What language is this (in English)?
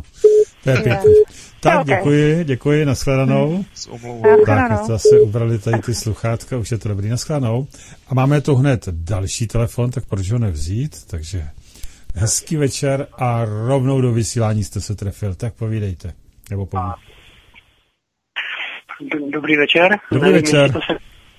Czech